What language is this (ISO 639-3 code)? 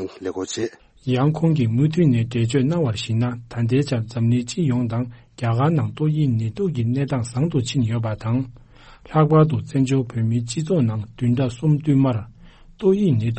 bod